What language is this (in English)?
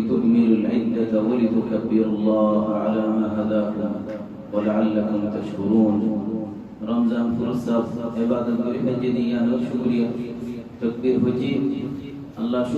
Rohingya